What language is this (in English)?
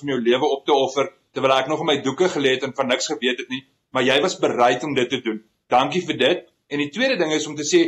Afrikaans